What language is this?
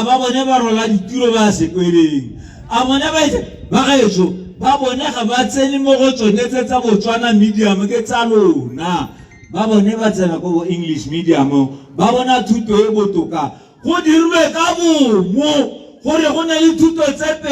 Tswana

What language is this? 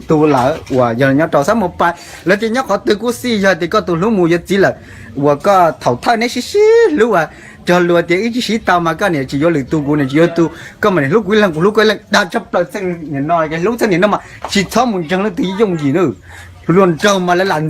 Hmong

